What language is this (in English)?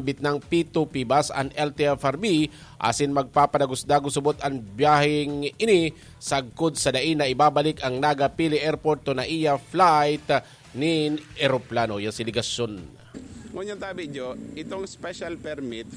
Bikol